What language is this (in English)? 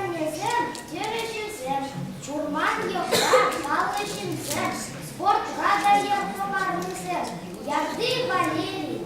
Chuvash